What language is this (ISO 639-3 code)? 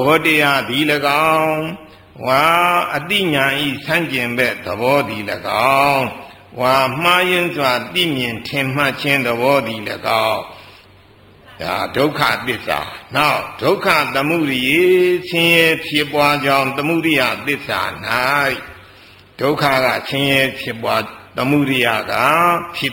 mya